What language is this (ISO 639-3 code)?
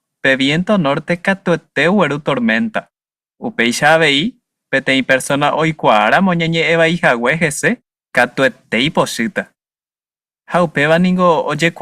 grn